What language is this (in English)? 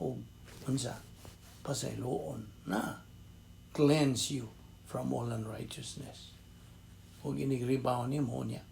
Cebuano